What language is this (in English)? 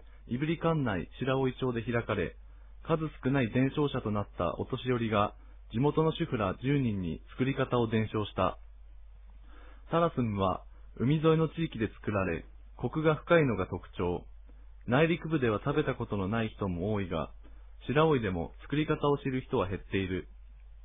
Japanese